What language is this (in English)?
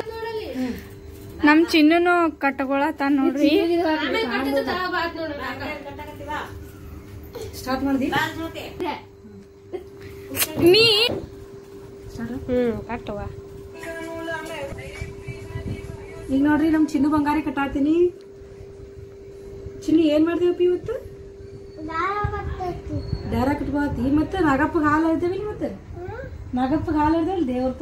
Kannada